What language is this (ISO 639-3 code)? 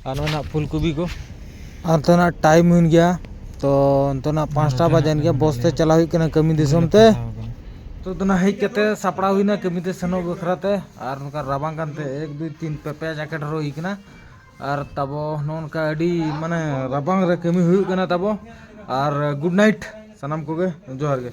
sat